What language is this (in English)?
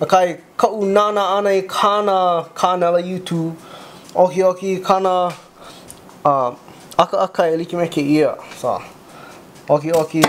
Hawaiian